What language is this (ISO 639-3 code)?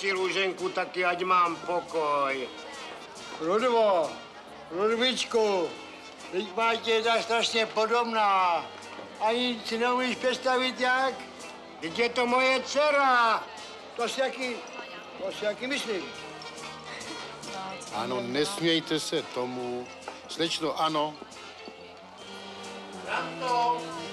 ces